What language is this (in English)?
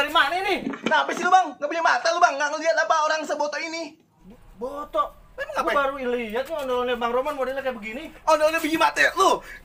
Betawi